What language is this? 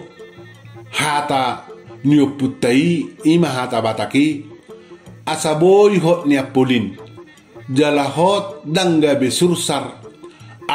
Batak Toba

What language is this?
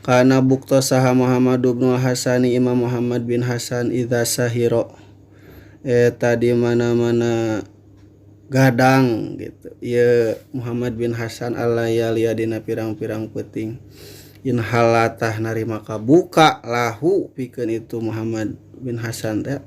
Sundanese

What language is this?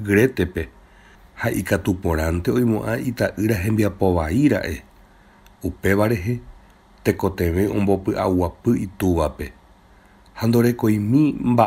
Guarani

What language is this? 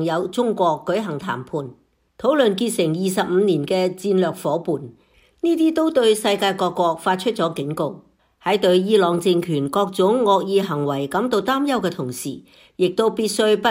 Cantonese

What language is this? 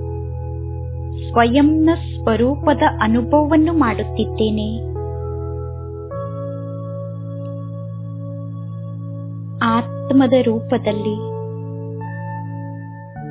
Kannada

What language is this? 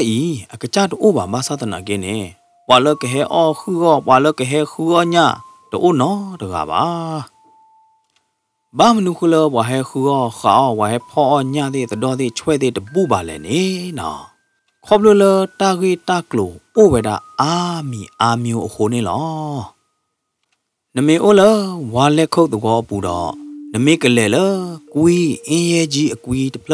S'gaw Karen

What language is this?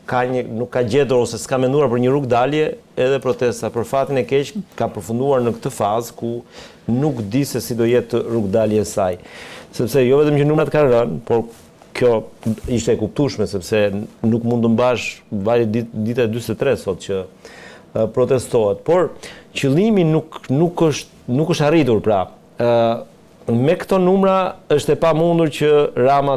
Albanian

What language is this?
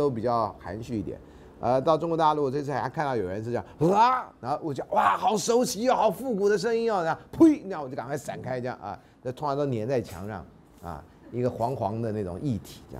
Chinese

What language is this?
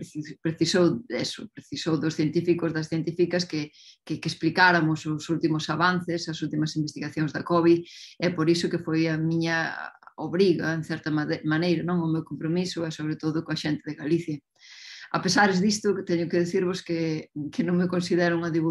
Galician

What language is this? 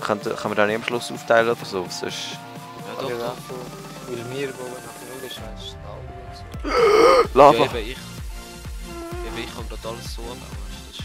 Swiss German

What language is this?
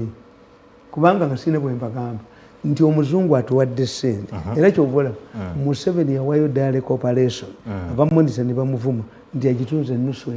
Ganda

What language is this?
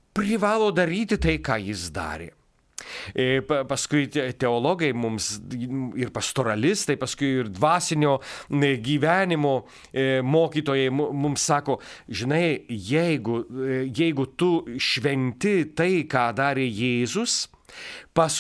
Lithuanian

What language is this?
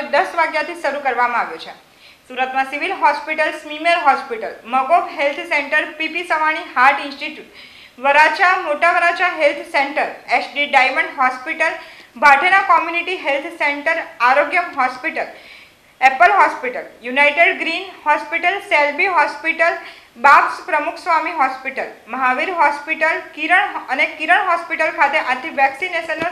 Gujarati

